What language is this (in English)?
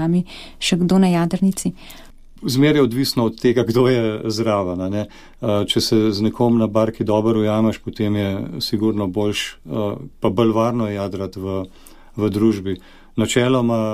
Slovenian